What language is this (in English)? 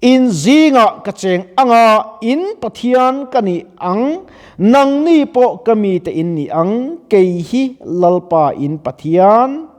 Mizo